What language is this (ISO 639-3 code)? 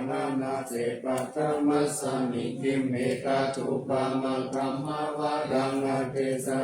pli